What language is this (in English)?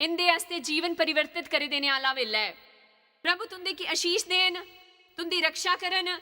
Dogri